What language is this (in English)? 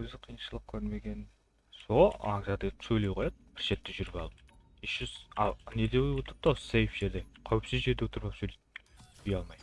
Kara-Kalpak